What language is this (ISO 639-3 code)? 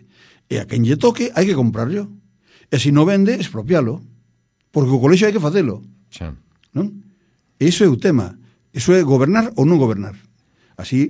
glg